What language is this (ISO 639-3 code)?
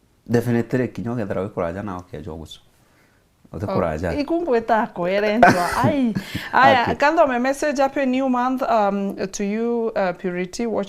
mer